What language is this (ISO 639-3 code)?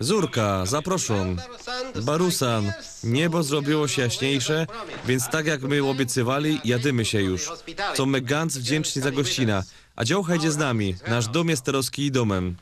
szl